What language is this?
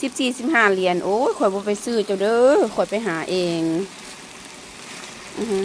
Lao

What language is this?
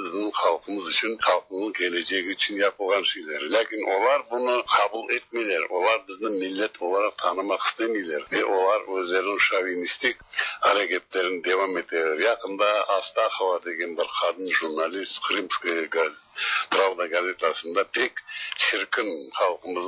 Tatar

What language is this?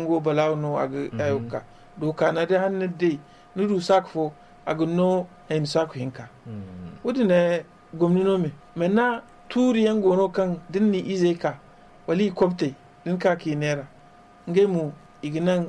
Zarma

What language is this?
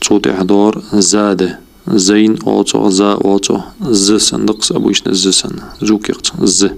Ingush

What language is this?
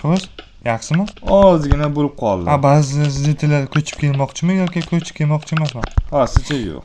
Uzbek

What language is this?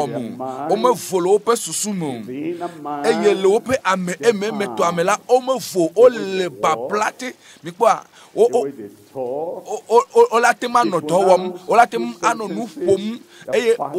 Ewe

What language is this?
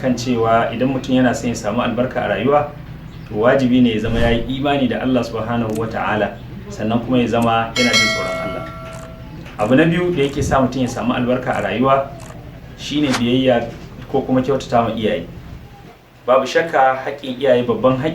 Hausa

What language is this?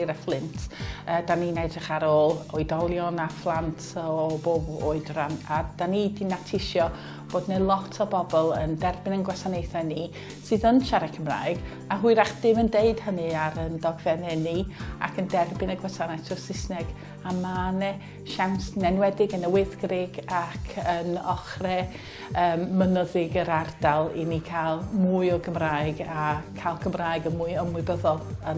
Welsh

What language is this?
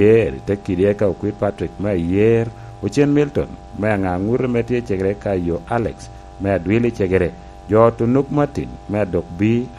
Lango (Uganda)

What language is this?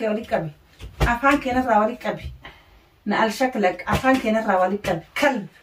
Oromo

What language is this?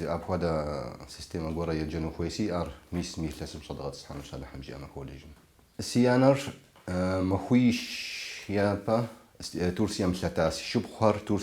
Kabardian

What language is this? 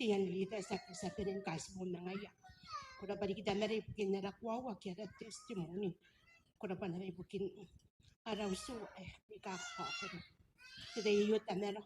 Gilbertese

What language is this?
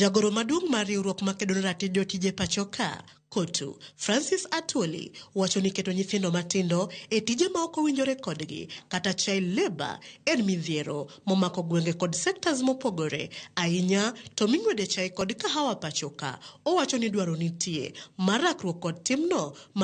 Luo (Kenya and Tanzania)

